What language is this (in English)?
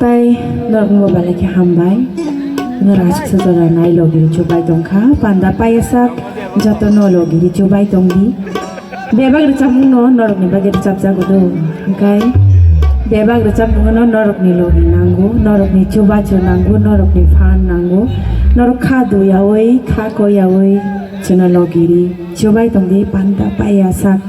Kok Borok